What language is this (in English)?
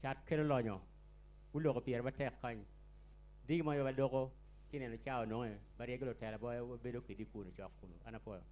Acoli